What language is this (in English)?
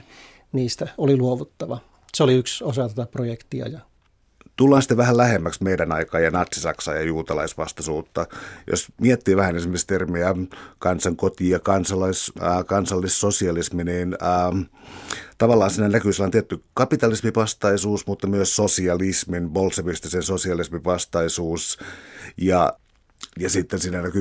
Finnish